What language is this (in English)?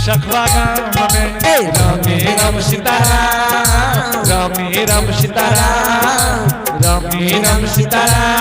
Angika